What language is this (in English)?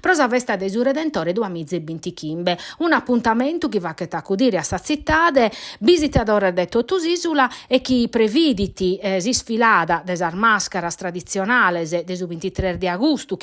Sardinian